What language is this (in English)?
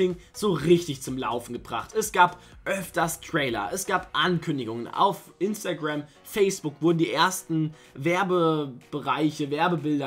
German